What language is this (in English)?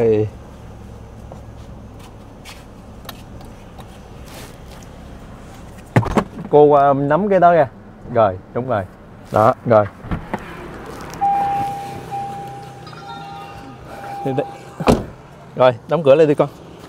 Vietnamese